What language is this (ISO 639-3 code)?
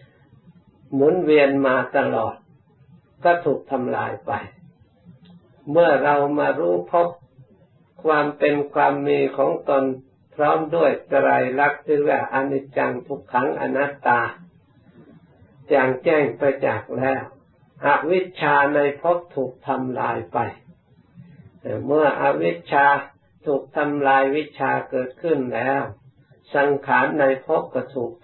tha